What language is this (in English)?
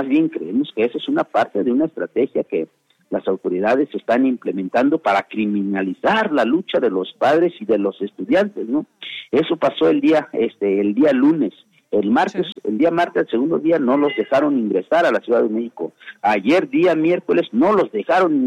Spanish